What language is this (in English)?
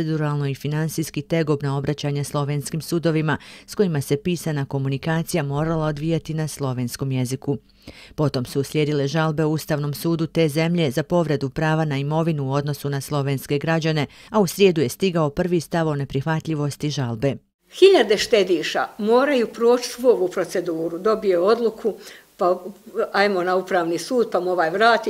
Bosnian